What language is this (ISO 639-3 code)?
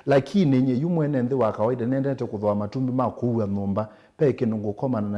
kam